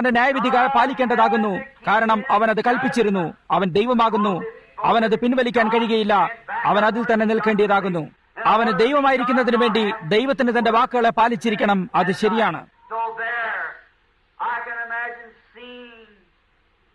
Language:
Malayalam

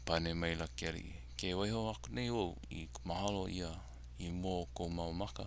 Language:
Hawaiian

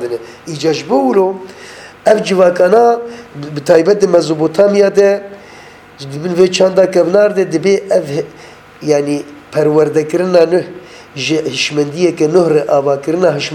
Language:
Kurdish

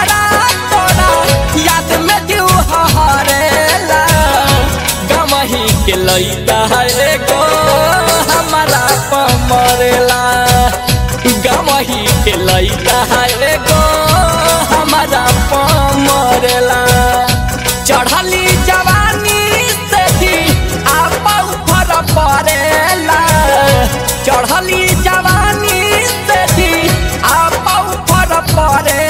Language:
Bhojpuri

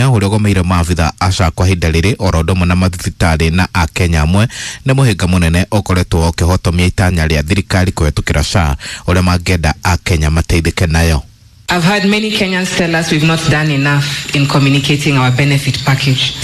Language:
Kikuyu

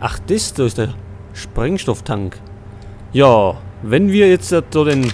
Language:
Bavarian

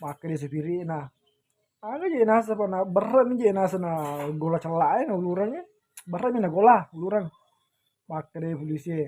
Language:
Buginese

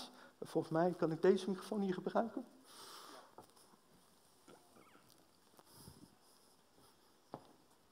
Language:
Dutch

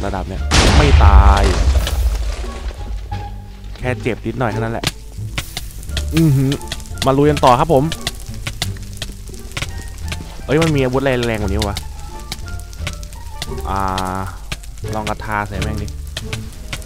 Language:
Thai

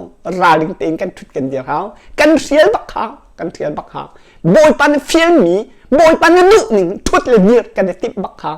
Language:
Hakha Chin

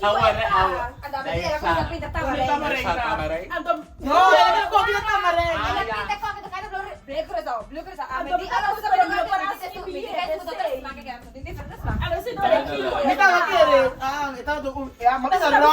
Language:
Papiamento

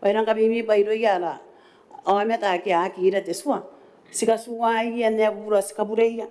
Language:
Gilbertese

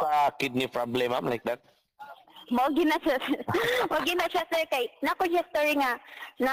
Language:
Cebuano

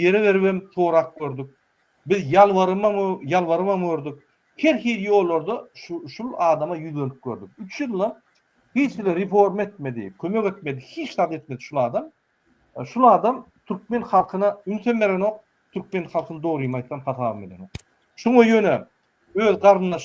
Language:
Turkmen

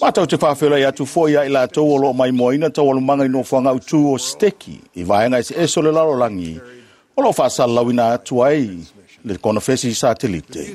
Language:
Samoan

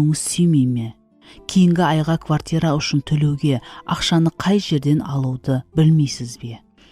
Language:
Kara-Kalpak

